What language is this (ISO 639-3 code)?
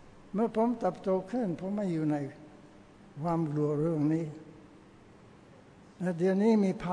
tha